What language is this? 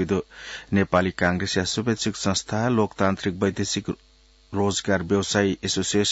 Newari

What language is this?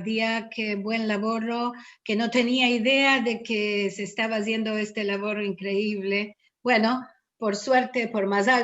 Ladino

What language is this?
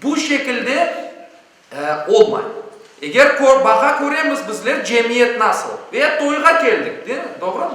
Crimean Tatar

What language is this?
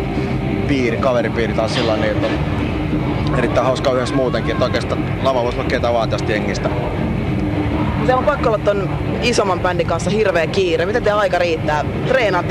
Finnish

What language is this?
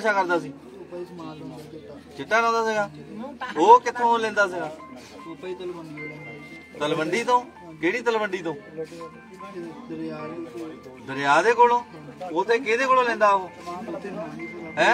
Punjabi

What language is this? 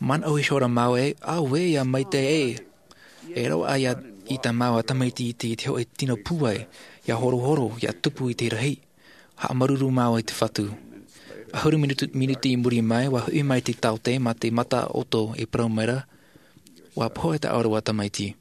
Tahitian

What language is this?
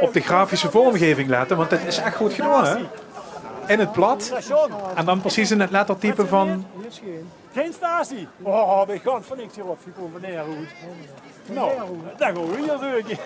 Limburgish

